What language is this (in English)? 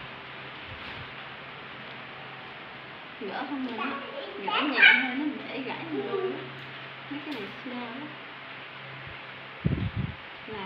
Vietnamese